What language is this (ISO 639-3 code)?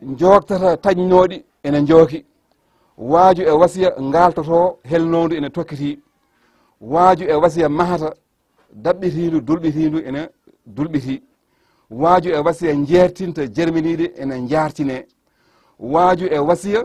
ful